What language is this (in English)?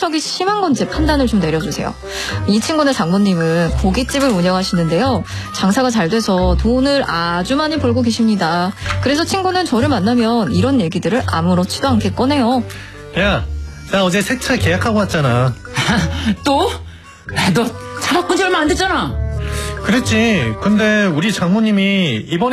Korean